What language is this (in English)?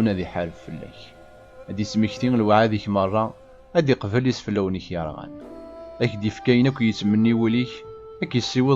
Kabyle